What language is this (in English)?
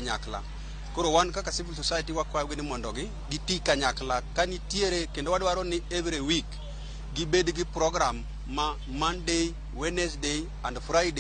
Luo (Kenya and Tanzania)